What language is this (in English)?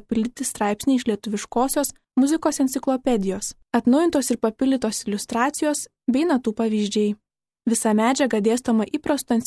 Lithuanian